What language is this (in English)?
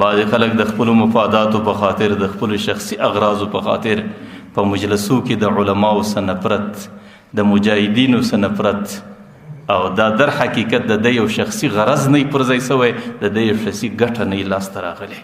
Pashto